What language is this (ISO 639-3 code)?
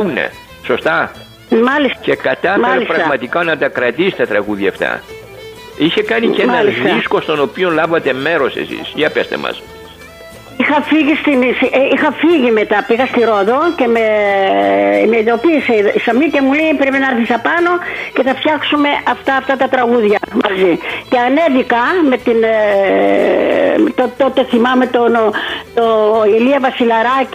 ell